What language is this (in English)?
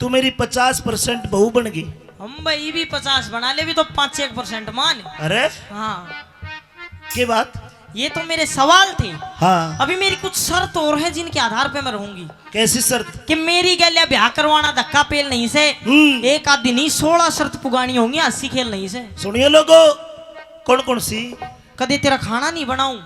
Haryanvi